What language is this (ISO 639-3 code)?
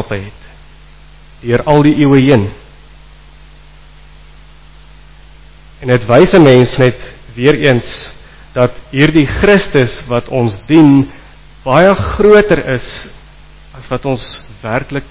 afr